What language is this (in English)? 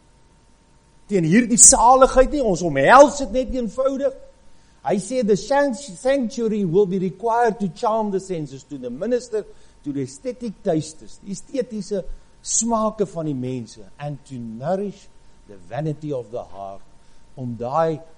Afrikaans